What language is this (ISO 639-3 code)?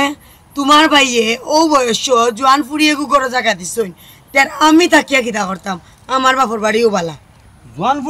syl